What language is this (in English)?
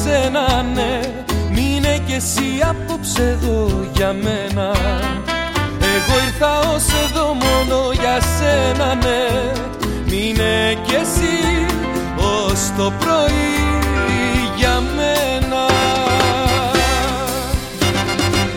Greek